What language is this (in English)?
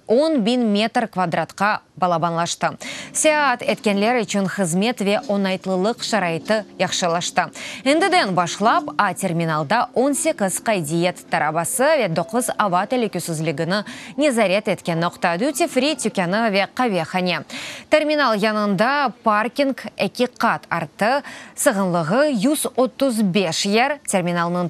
Crimean Tatar